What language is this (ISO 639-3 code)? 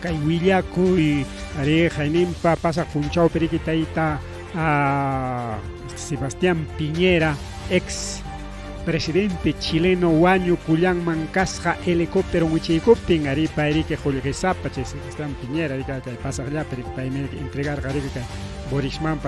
quy